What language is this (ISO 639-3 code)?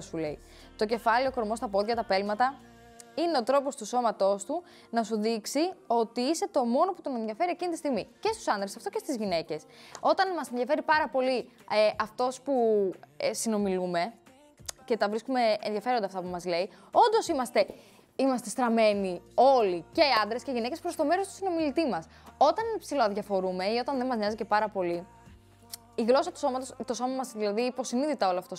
ell